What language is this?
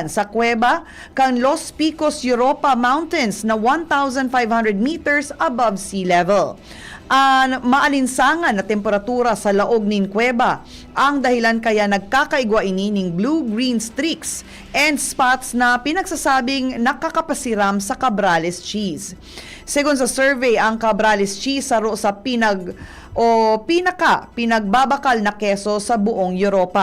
Bikol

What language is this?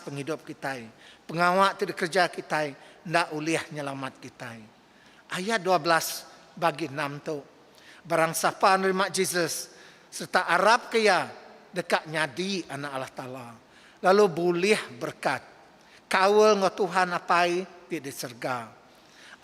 Iban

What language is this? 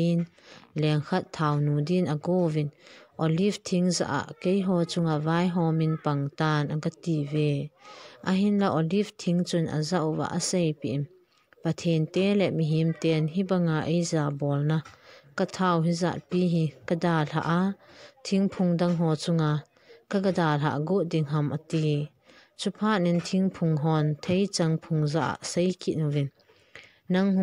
Thado Chin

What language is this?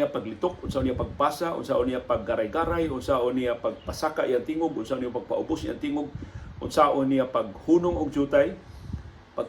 Cebuano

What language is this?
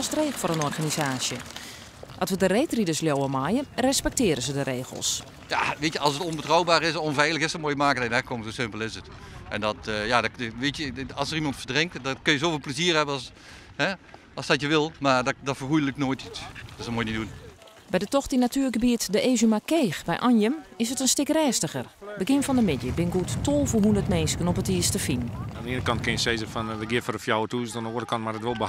Western Frisian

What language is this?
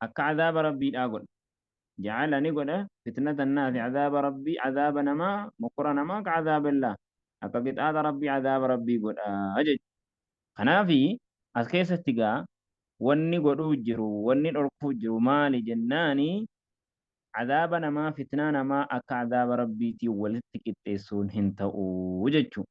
Oromo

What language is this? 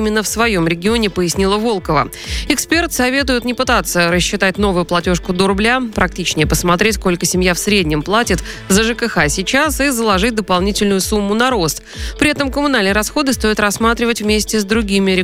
Russian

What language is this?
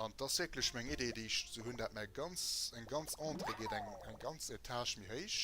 Luxembourgish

